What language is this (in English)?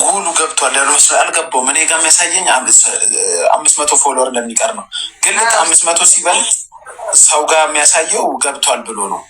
Amharic